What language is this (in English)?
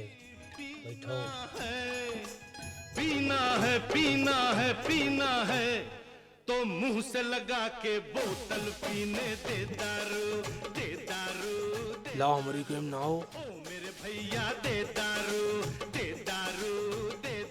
Awadhi